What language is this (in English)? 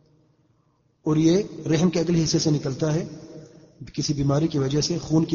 Urdu